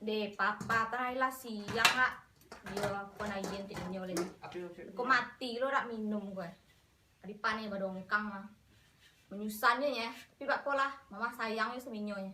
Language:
Minangkabau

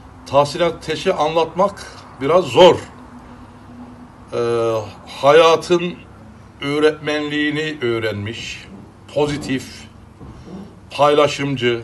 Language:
Turkish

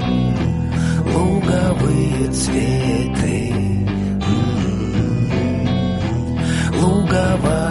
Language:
Bulgarian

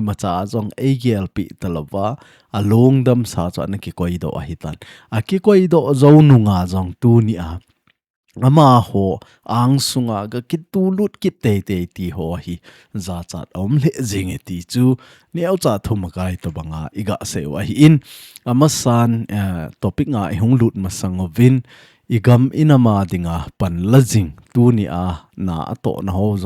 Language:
Thado Chin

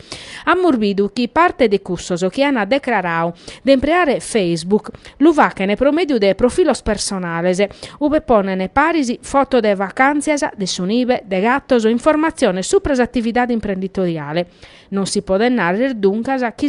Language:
Sardinian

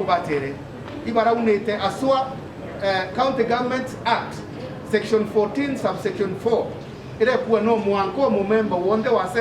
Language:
Meru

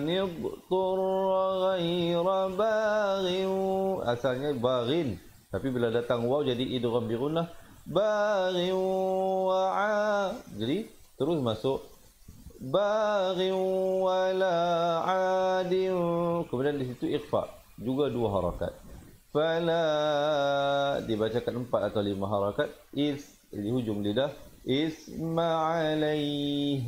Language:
Malay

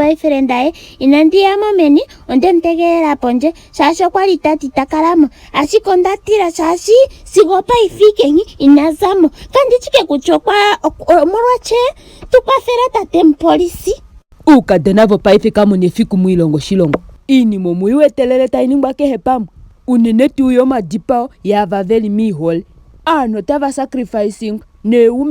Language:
Ndonga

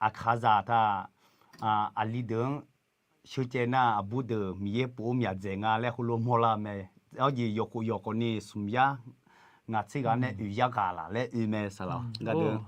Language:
Akha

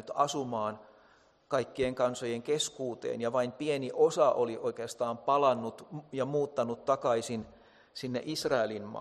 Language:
Finnish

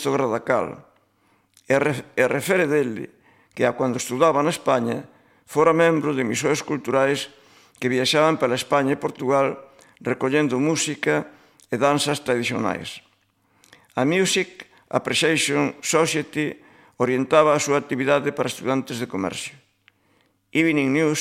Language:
Galician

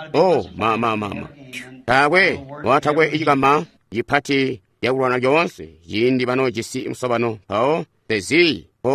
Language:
Tonga (Zambia)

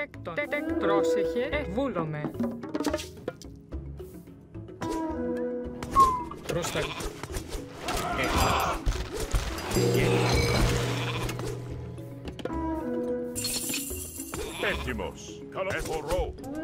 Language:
Greek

